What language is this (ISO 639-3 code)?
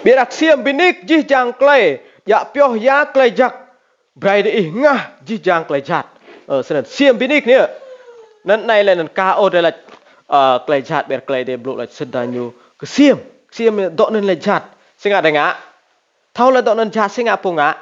rad